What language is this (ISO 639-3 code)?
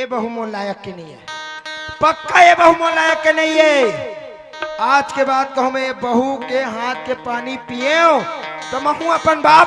hne